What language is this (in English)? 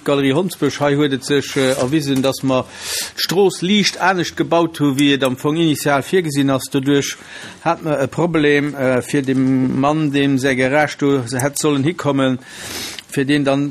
Luxembourgish